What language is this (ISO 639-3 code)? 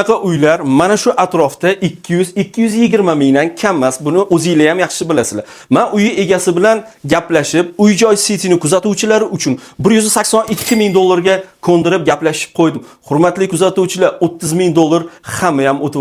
uzb